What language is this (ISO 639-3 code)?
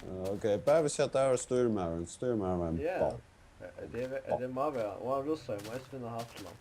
fao